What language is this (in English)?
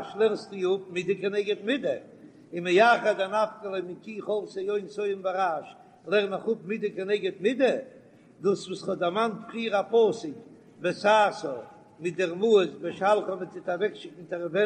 Yiddish